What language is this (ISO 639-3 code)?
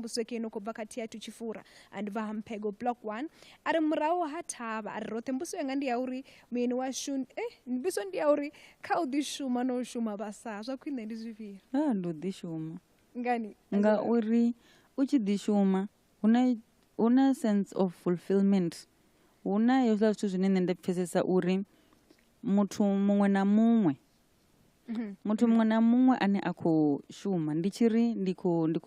ven